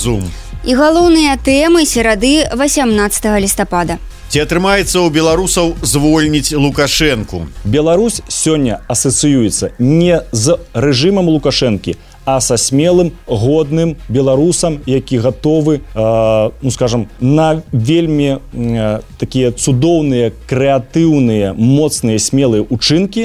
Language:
Belarusian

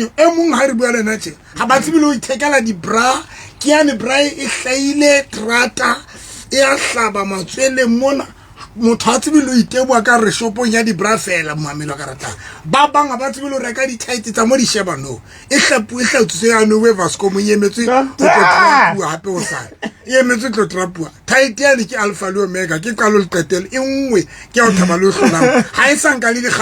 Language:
Southern Sotho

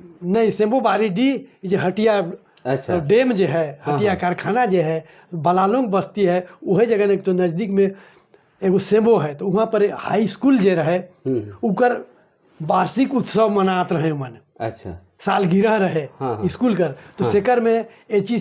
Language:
Sadri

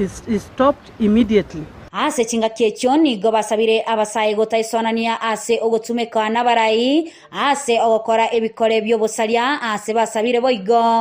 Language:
Gusii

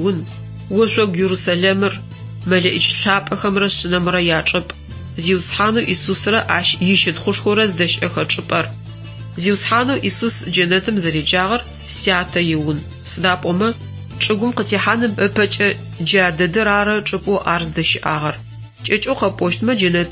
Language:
Adyghe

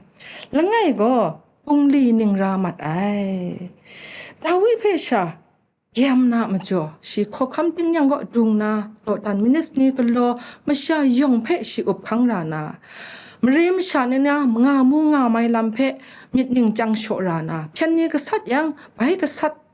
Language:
Kachin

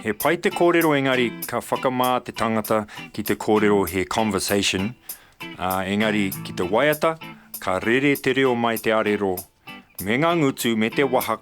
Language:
Māori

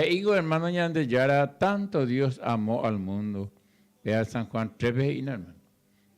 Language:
Guarani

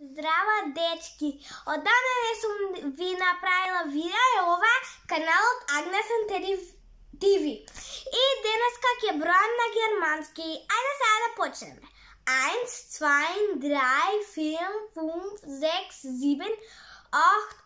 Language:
Macedonian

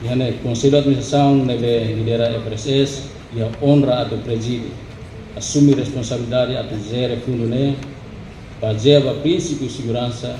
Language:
Tetum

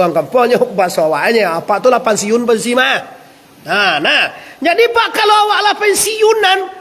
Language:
Minangkabau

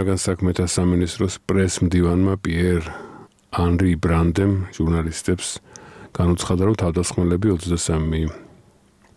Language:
Georgian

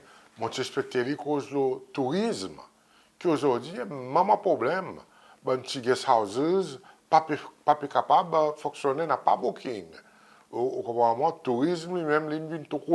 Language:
Seselwa Creole French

